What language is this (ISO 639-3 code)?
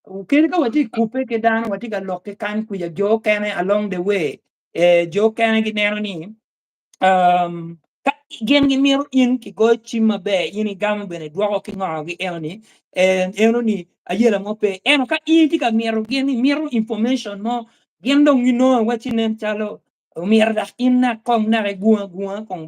ach